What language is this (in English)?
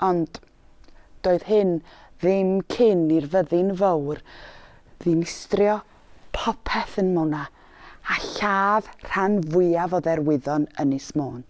Welsh